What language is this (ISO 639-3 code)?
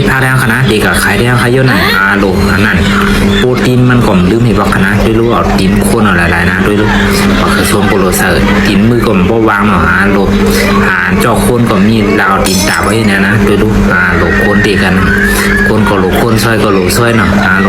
shn